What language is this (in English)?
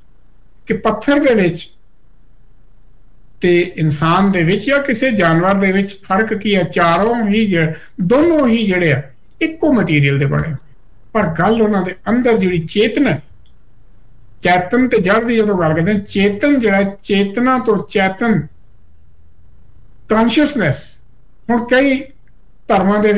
Punjabi